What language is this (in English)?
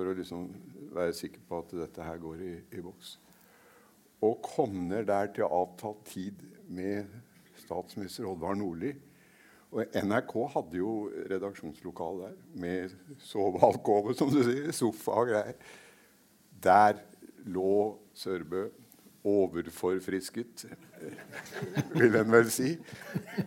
Norwegian